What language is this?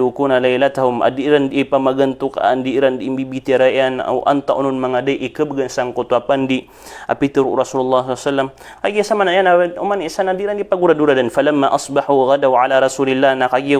Maranao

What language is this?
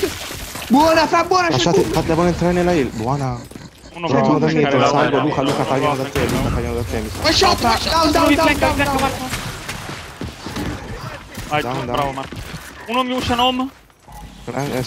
Italian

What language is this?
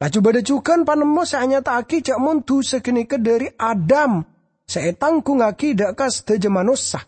Madurese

